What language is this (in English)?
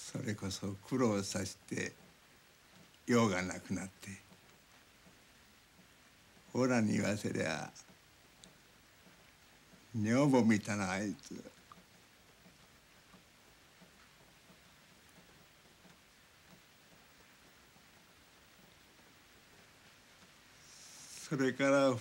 Japanese